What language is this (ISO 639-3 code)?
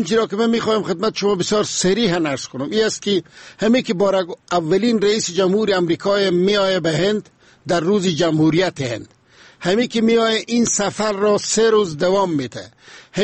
fas